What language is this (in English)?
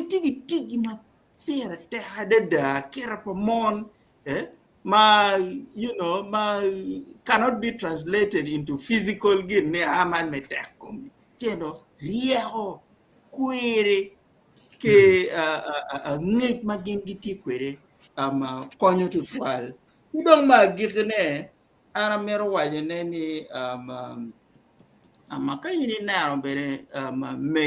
Acoli